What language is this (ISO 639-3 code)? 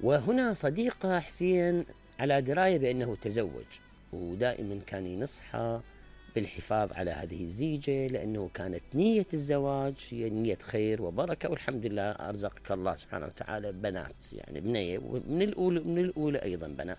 acm